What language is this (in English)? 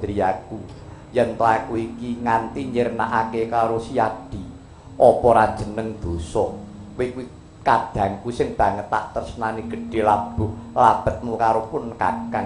Javanese